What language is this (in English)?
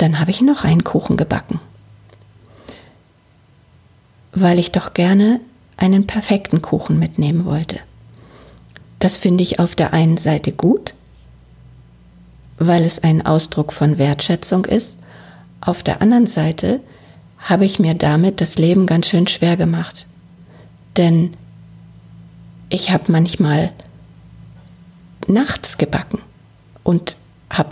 German